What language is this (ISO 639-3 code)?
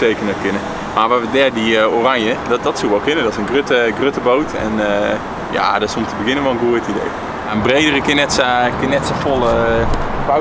fry